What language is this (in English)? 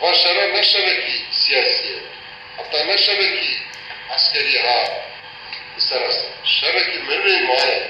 Kurdish